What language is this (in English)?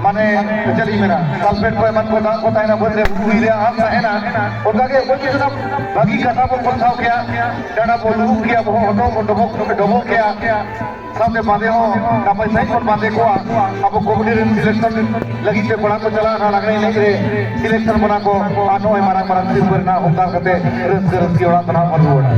Santali